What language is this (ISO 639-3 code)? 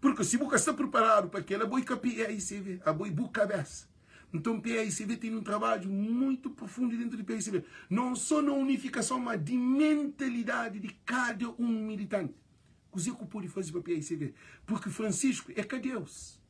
kea